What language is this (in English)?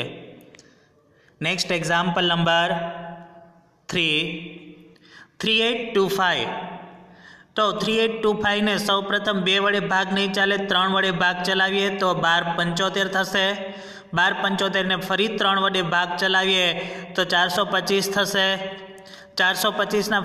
Gujarati